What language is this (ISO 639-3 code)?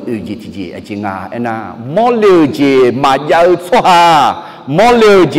ahk